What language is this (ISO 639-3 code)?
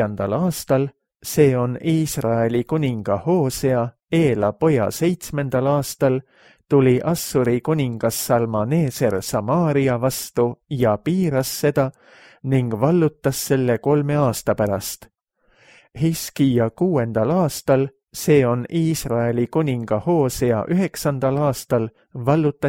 est